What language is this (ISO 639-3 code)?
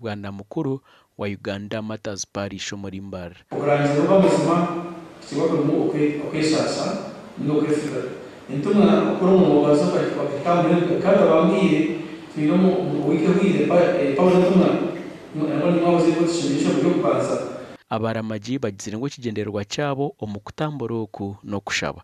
nyn